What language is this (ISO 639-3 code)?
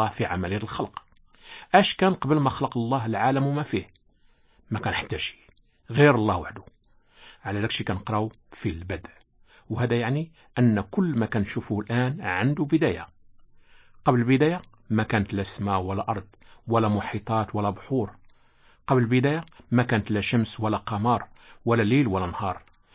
ary